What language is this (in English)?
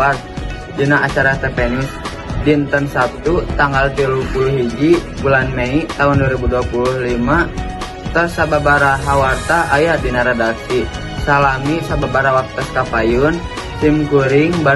Sundanese